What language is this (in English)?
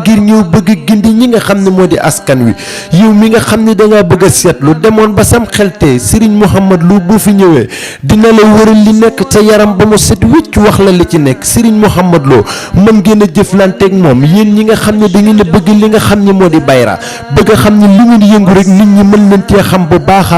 Wolof